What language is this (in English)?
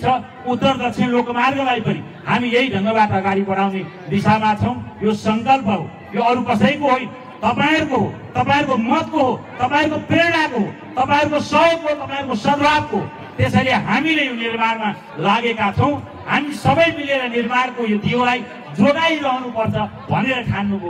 Nepali